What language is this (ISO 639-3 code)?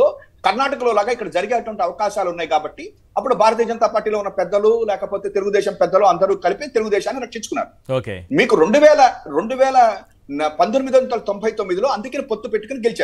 tel